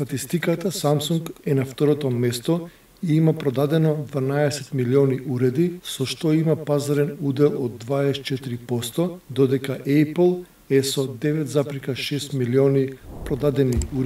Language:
Macedonian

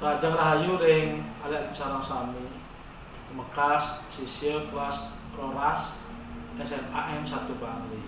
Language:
Balinese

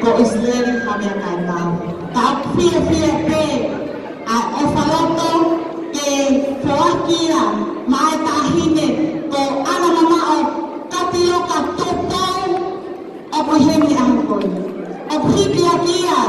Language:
Tongan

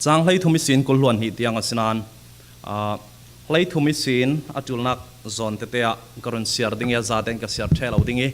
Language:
Falam Chin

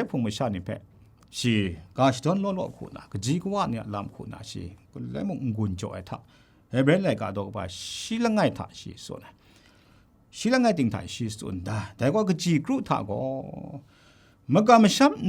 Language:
Kachin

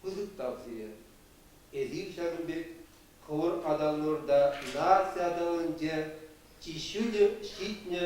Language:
Chuvash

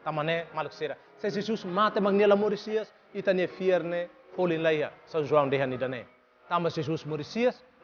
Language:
Tetum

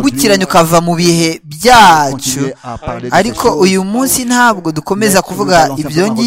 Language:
Kinyarwanda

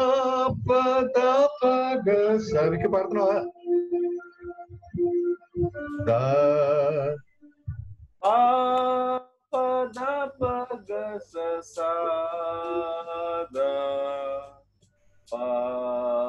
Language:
Telugu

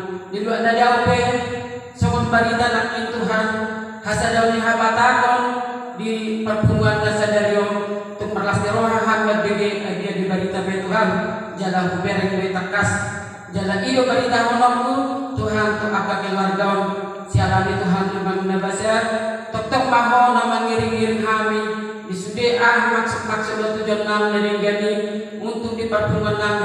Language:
Batak Toba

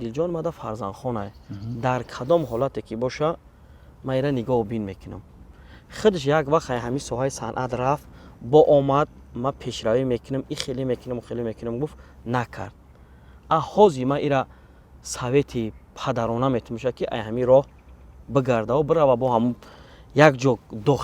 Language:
Tajik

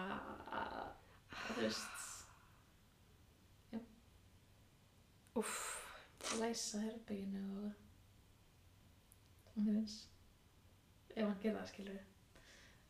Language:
Icelandic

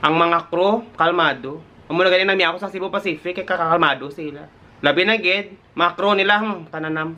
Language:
Hiligaynon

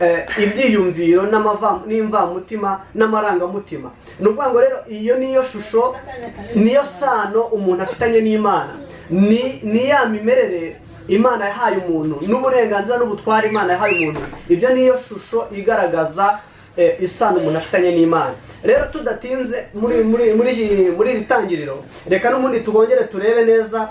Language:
Kinyarwanda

